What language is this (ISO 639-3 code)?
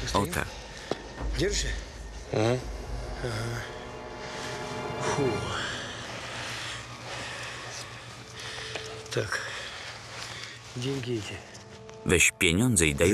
pol